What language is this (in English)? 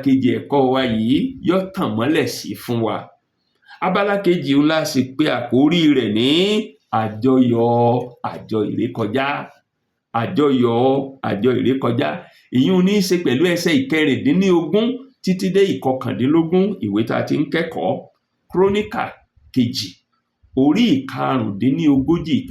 Yoruba